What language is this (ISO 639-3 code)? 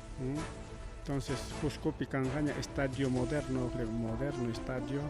quy